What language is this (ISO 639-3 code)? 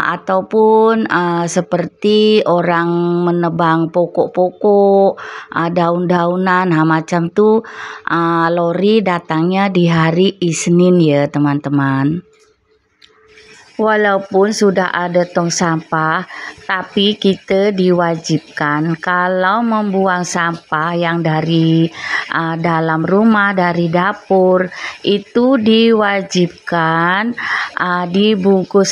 msa